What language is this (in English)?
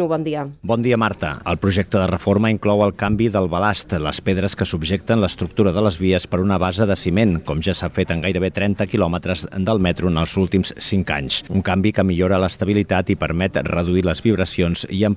Catalan